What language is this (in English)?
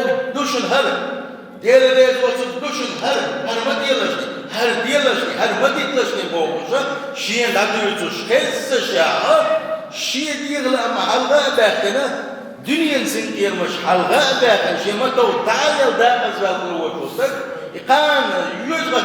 Chechen